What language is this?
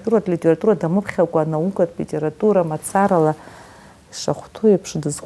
Abkhazian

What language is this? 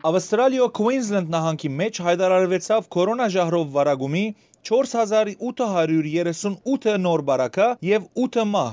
Western Armenian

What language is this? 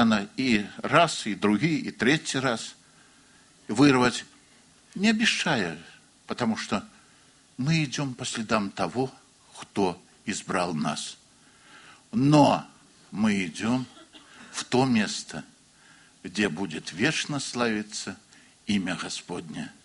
Russian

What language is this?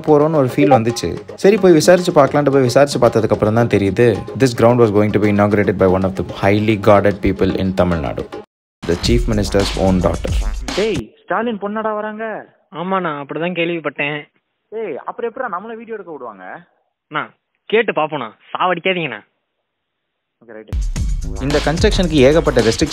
Tamil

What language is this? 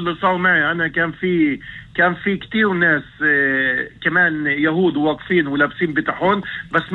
North Levantine Arabic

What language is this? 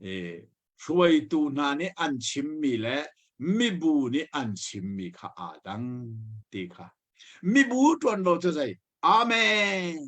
Hakha Chin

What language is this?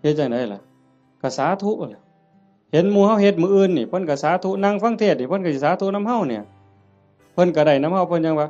Northeastern Thai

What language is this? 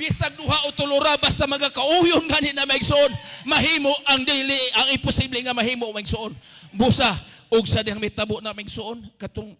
Cebuano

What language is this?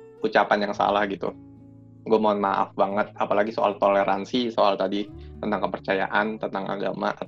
Indonesian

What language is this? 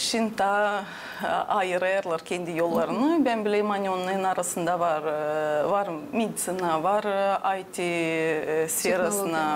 Gagauz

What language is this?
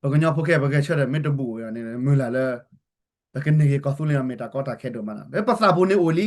S'gaw Karen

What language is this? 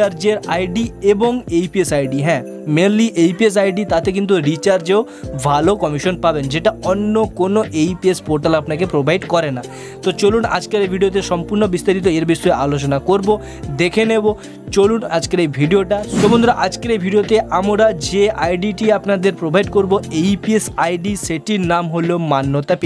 Bangla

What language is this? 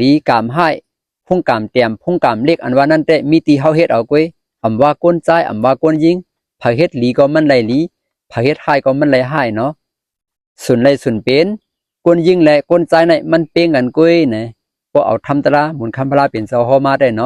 Shan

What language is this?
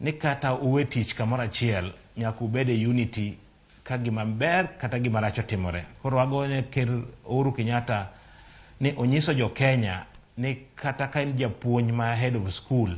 Luo (Kenya and Tanzania)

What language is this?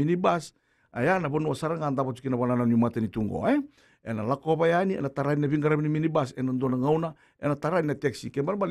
Fijian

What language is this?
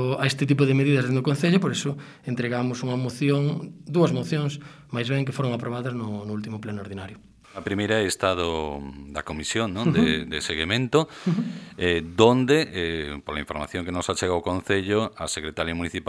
Galician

